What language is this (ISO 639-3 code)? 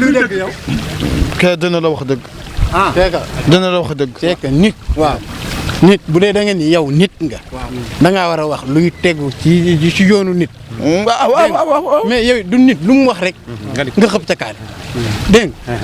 wol